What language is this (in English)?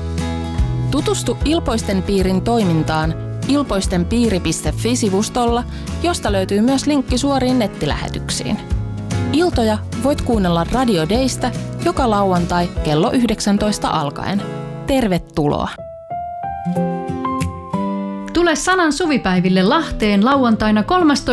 Finnish